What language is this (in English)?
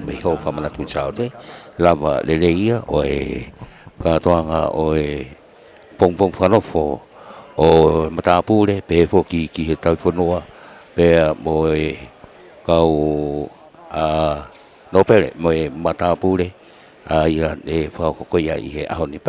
Tongan